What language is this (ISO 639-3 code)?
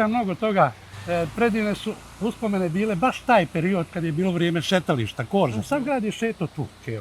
bos